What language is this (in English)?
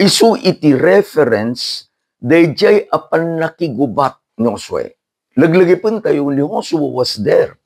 Iloko